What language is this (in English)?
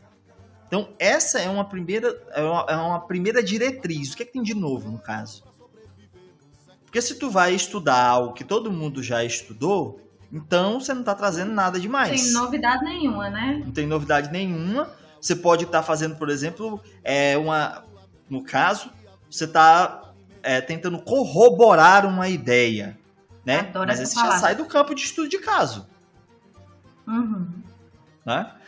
Portuguese